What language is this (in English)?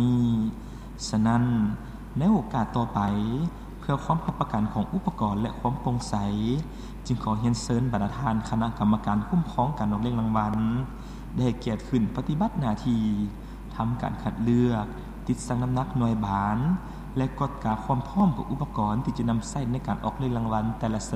Lao